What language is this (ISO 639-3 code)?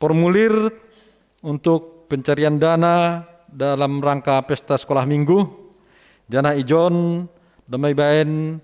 bts